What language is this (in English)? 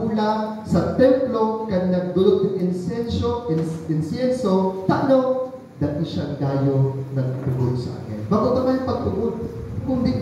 Bikol